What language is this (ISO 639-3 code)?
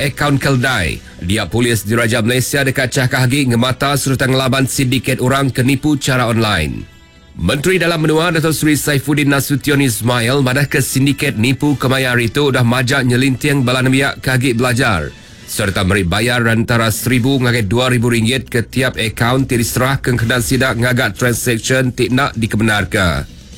iba